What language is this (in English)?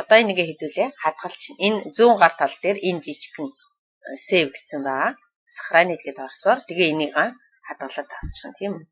Mongolian